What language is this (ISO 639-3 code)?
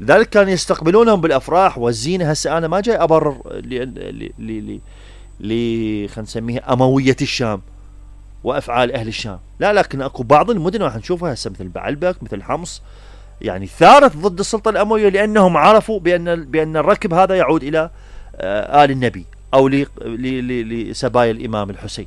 acm